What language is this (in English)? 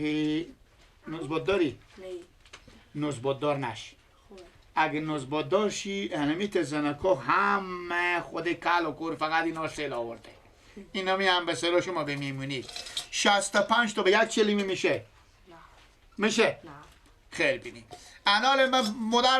Persian